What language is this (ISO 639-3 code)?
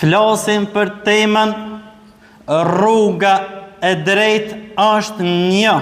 sqi